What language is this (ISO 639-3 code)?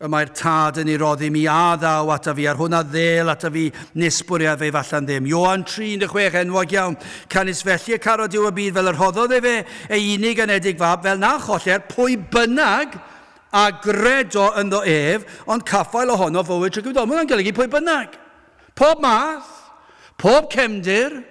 cym